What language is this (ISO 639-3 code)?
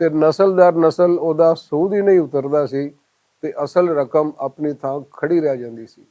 lah